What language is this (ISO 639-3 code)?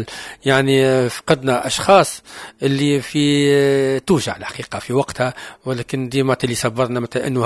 aeb